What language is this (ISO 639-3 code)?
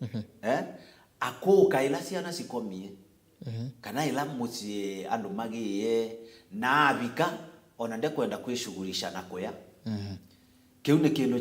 kam